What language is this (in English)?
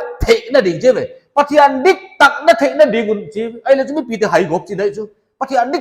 Paite Chin